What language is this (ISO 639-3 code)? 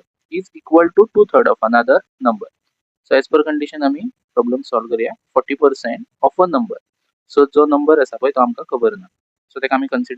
kok